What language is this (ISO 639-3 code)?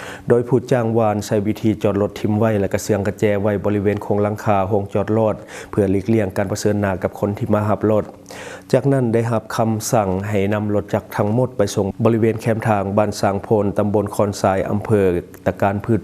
lao